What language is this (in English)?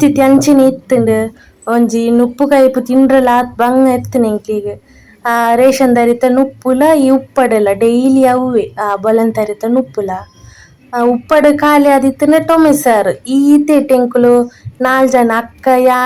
Tulu